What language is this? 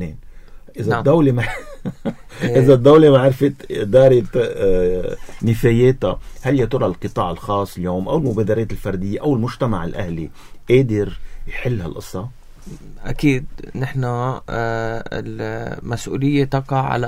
North Levantine Arabic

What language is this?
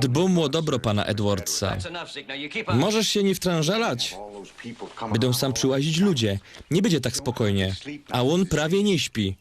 Silesian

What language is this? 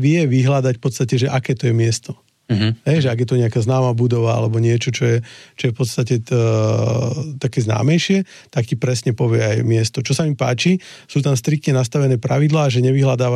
Slovak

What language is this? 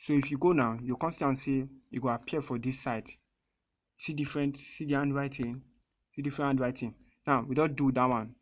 Nigerian Pidgin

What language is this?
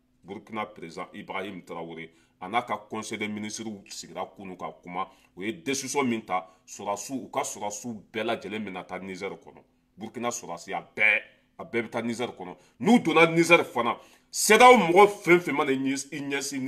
Bambara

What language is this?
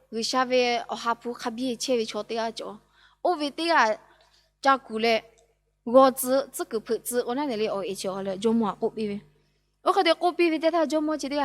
Lahu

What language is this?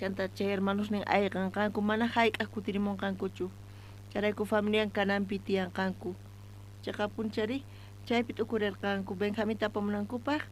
South Bolivian Quechua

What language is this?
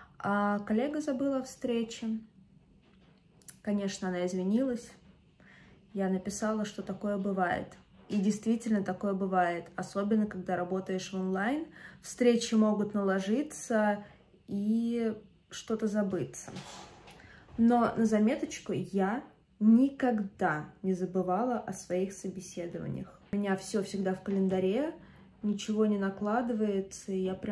Russian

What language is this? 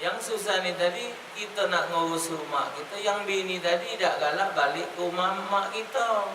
Musi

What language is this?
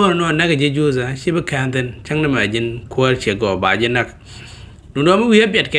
Nuer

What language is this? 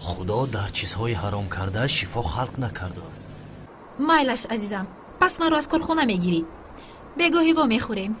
Tajik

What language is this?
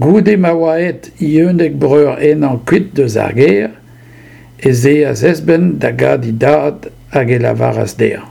Breton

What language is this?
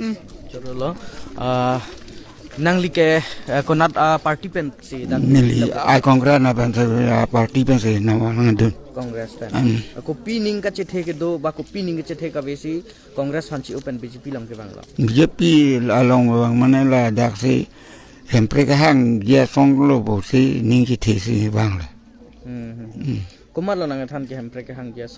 Karbi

